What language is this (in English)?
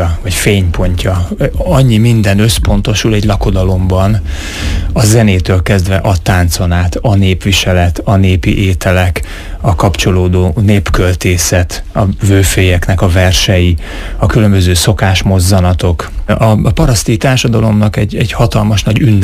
Hungarian